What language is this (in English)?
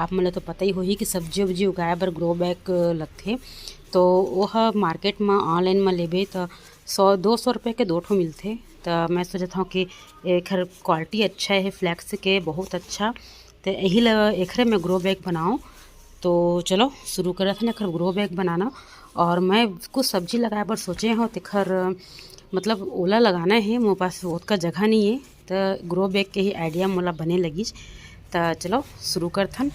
Chhattisgarhi